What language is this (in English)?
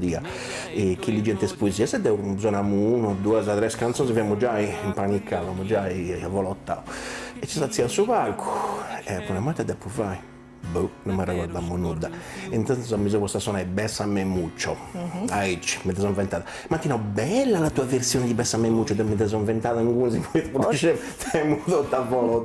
Sardinian